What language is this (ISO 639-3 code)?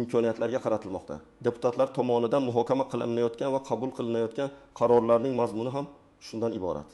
uzb